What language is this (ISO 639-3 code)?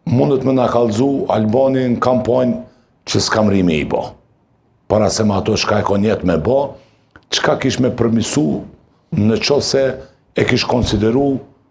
sqi